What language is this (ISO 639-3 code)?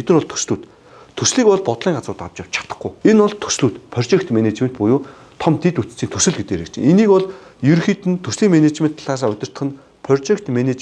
mon